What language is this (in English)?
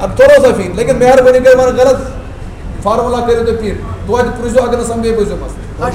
Kashmiri